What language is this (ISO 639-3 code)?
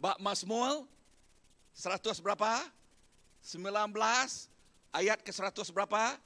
iba